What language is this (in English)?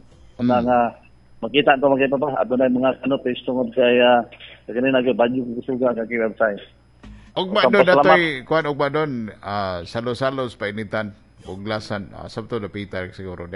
Cebuano